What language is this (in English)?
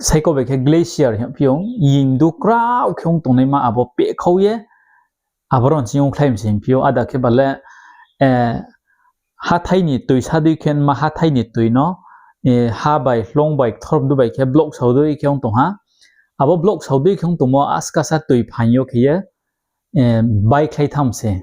Riang (India)